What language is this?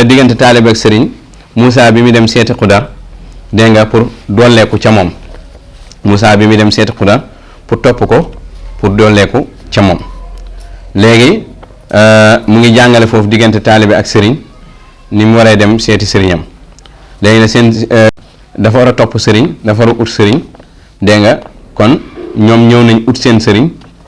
Wolof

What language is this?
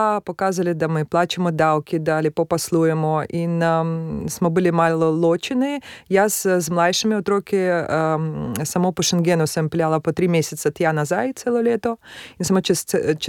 Slovenian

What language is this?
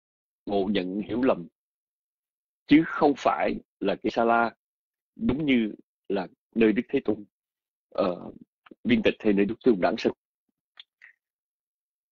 Vietnamese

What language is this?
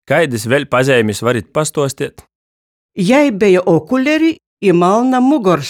Latgalian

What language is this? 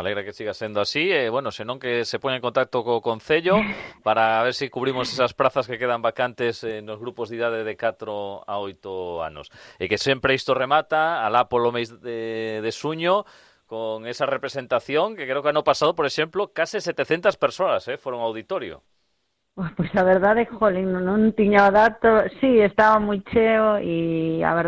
Galician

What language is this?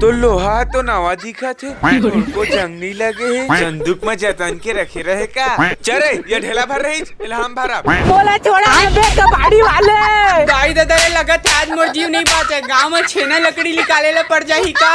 Chhattisgarhi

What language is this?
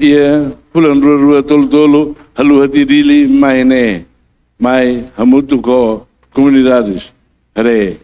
Tetum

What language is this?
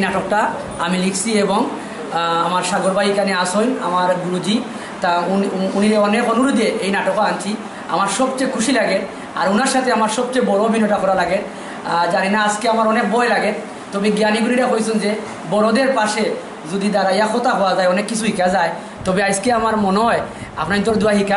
Sylheti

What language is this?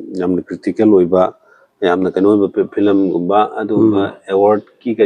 Manipuri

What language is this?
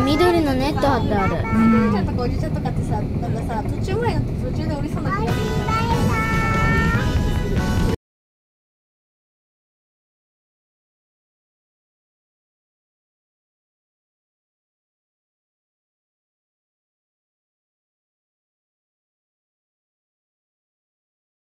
Japanese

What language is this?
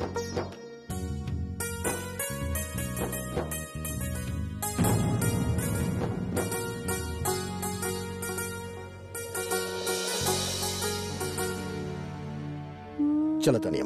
Bhojpuri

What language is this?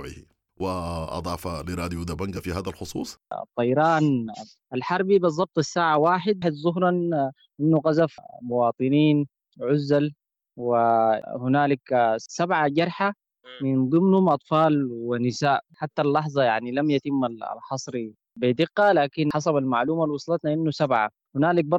Sudanese Arabic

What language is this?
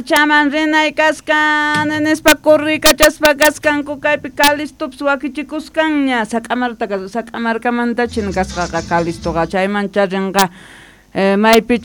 Quechua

